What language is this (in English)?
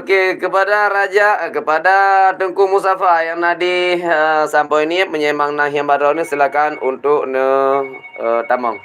Achinese